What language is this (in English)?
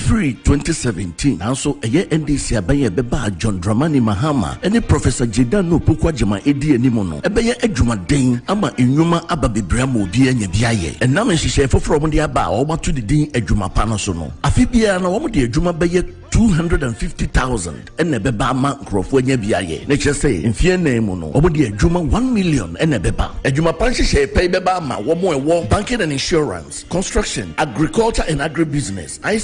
Akan